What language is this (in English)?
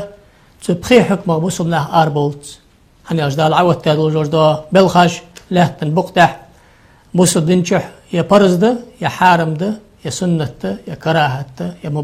Ingush